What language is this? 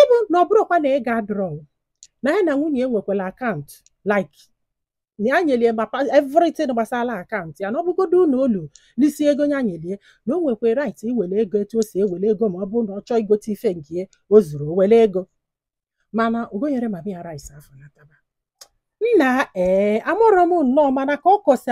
Igbo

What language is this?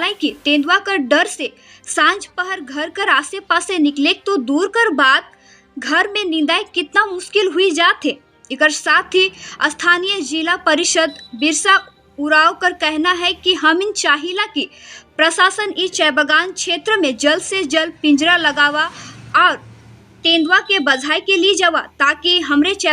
Sadri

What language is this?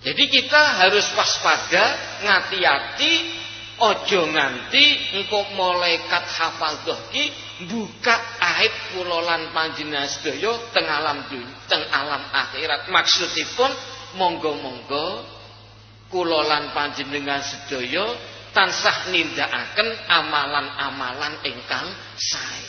Javanese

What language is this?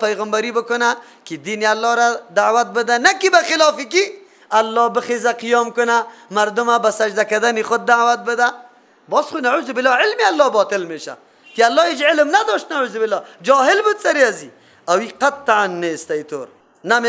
Persian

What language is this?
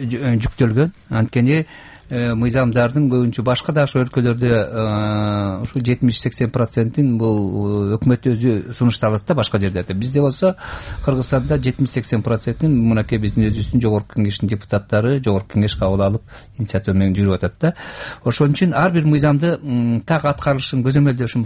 Kyrgyz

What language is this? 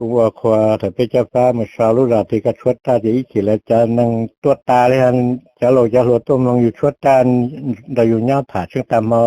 Hmong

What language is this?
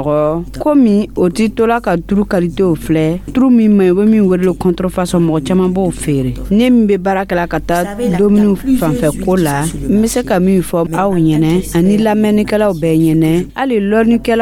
Dyula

